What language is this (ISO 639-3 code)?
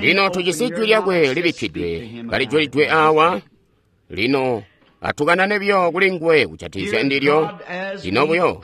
toi